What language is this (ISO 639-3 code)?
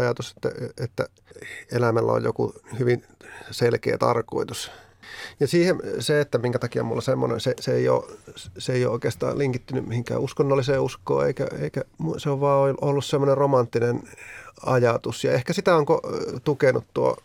fin